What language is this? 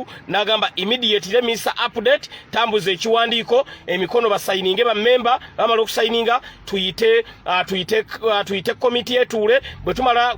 Ganda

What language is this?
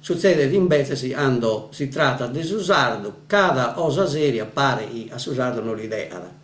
Sardinian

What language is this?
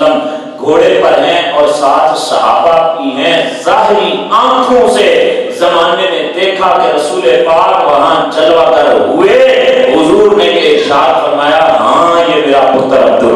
Urdu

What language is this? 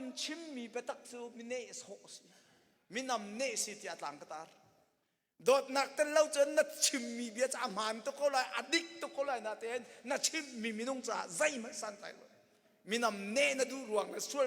Hakha Chin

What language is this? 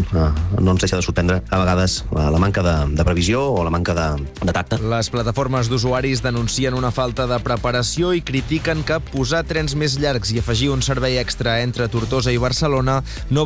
Catalan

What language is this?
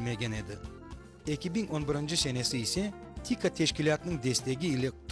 Crimean Tatar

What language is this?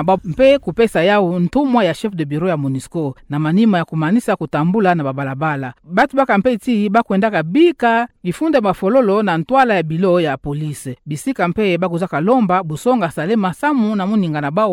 Kituba (Democratic Republic of Congo)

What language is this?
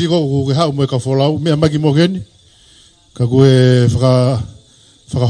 Tongan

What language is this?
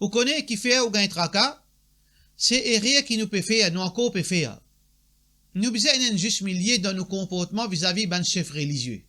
Morisyen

